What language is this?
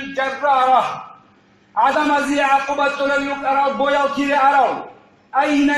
Avaric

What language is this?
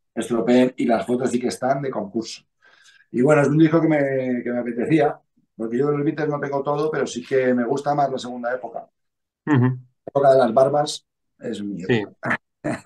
Spanish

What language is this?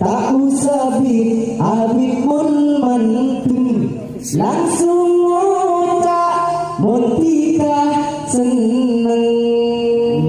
Madurese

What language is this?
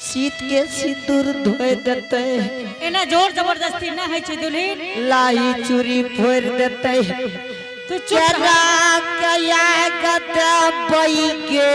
Angika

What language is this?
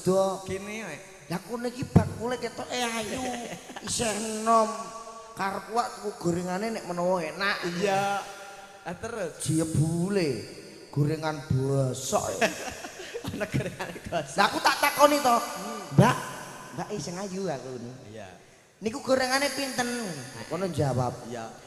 Javanese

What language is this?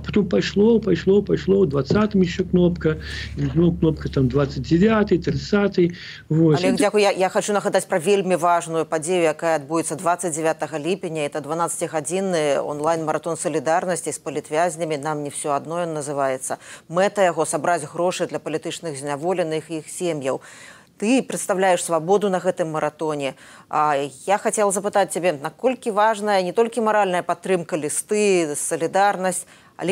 Belarusian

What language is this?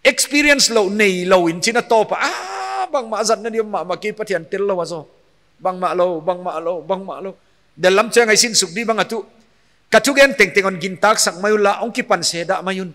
Paite Chin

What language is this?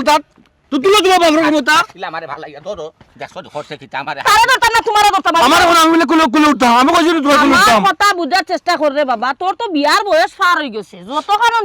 Sylheti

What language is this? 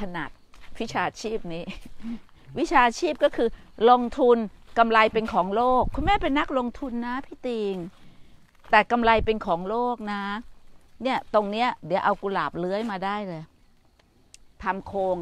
Thai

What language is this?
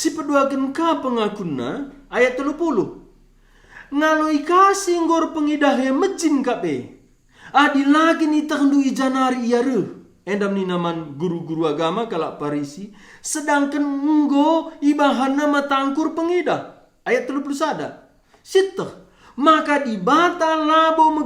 Batak Karo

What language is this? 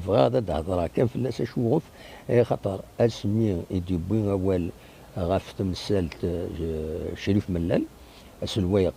Kabyle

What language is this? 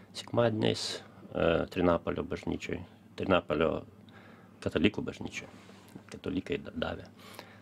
Lithuanian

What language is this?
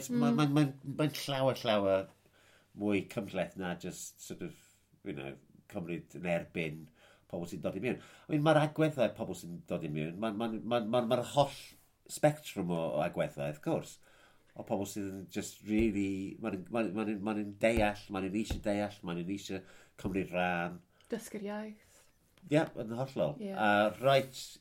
Welsh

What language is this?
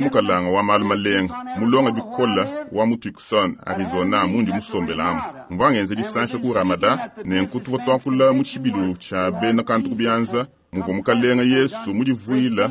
Luba-Lulua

